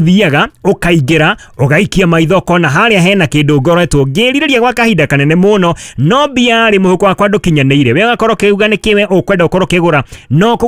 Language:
Kikuyu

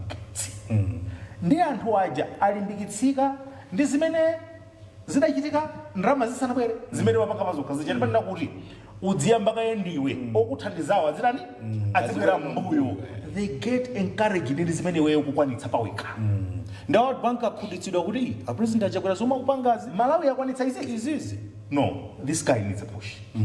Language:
Nyanja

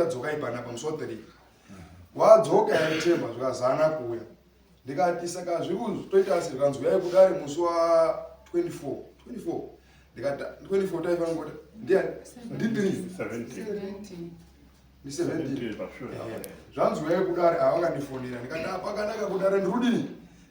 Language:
Shona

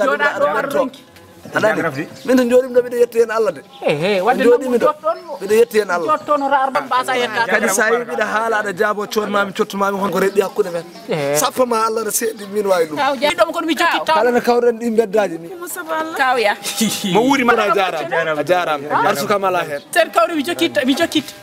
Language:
Fula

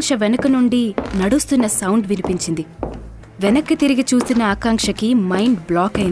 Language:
Telugu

